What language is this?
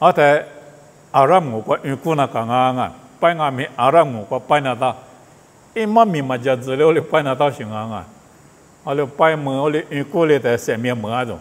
Lisu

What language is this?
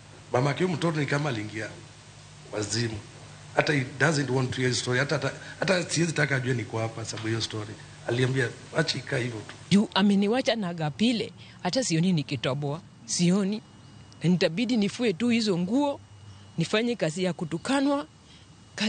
Luo (Kenya and Tanzania)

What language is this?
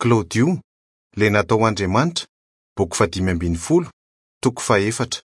Malagasy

